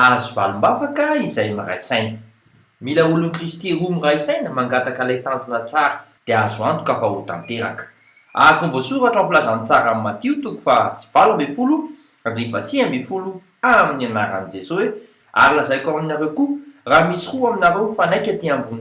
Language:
Malagasy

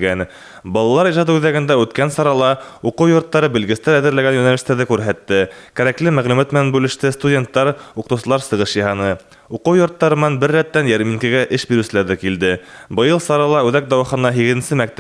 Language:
Bashkir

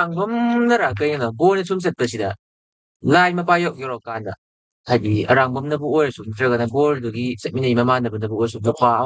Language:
Manipuri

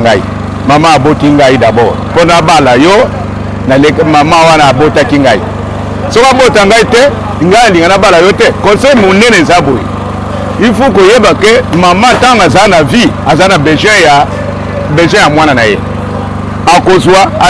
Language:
Lingala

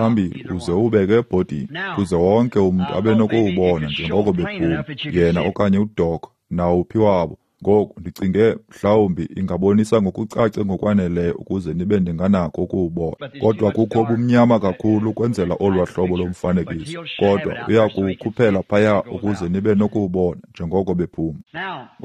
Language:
Xhosa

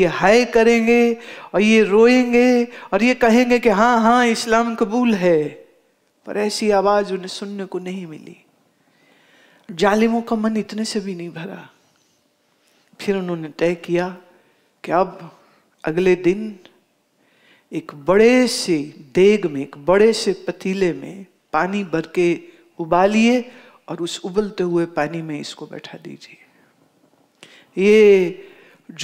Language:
Hindi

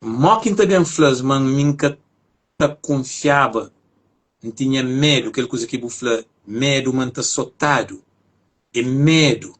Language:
Kabuverdianu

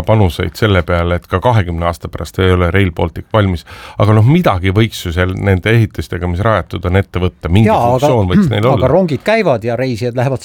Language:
Estonian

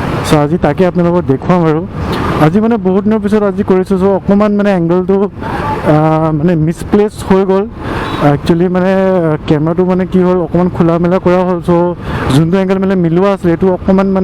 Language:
Assamese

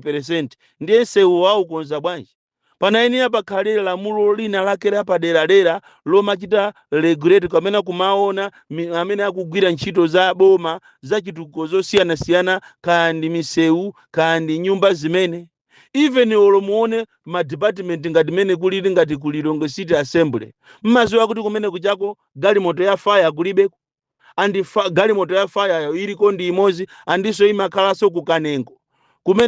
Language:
Nyanja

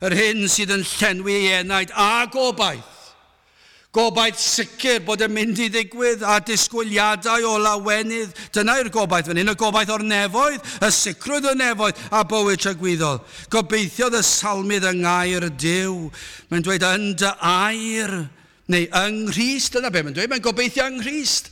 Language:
Welsh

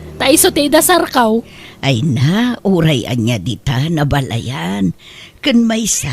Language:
Iloko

